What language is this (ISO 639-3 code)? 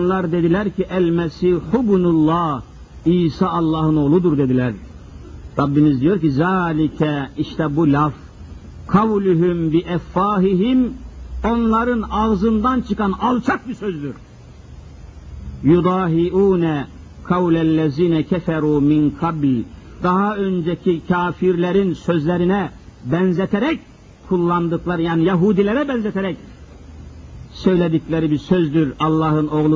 tur